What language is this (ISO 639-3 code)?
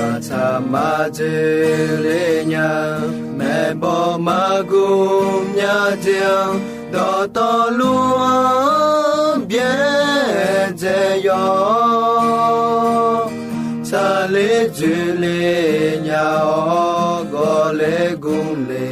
ahk